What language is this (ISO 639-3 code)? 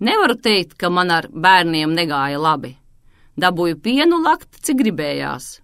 lav